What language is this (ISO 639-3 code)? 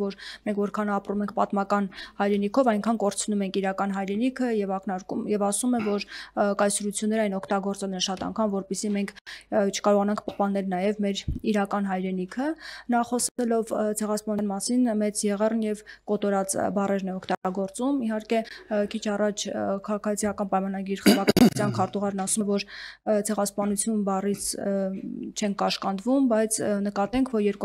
hye